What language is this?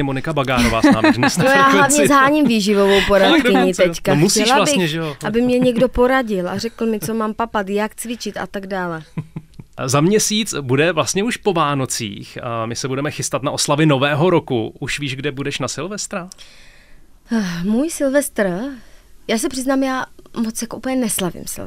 Czech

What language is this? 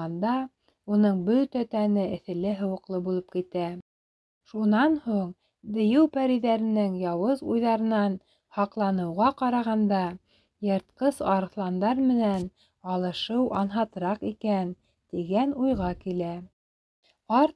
Bashkir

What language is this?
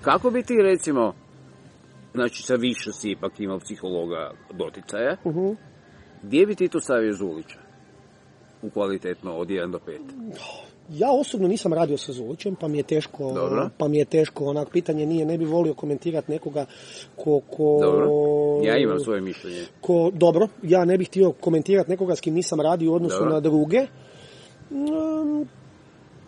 Croatian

